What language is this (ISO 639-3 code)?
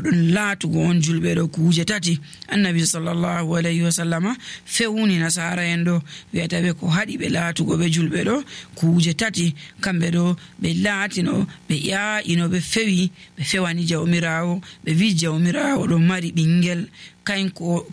fuv